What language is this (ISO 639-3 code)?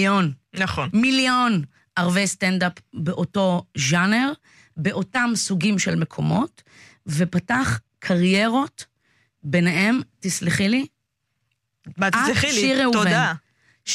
heb